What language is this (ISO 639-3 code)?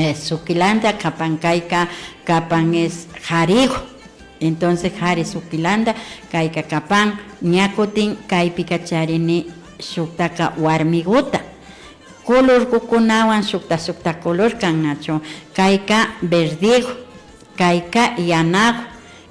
qvi